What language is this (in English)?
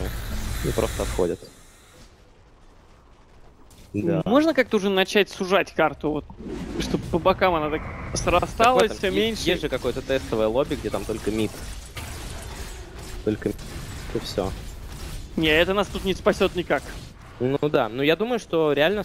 Russian